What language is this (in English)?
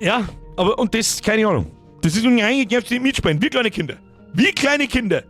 Bavarian